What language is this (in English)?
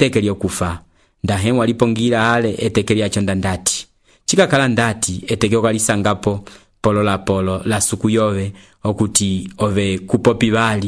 Umbundu